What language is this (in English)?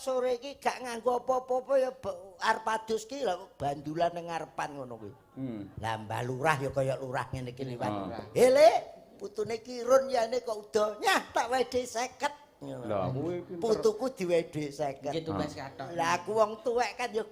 Javanese